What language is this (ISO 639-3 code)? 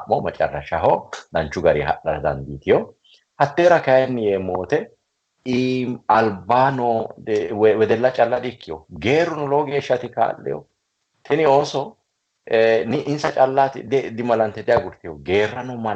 sid